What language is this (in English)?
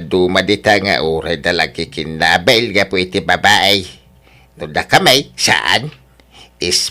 Iloko